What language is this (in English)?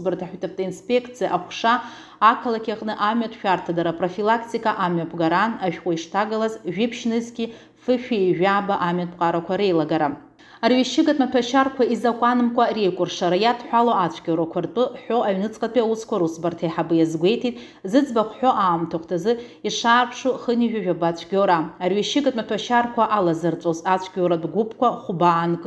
Abkhazian